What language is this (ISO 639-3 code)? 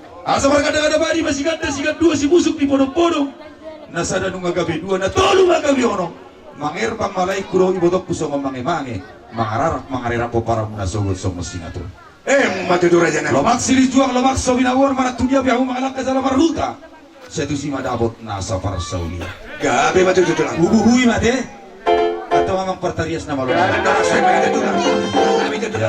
bbc